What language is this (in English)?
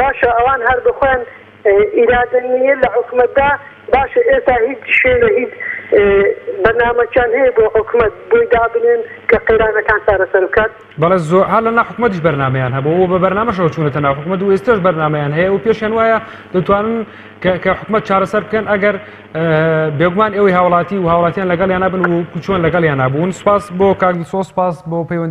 Central Kurdish